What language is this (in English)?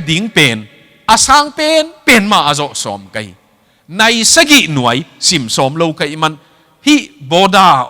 Tedim Chin